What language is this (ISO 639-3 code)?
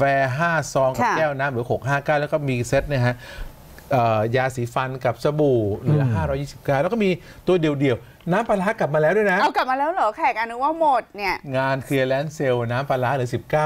tha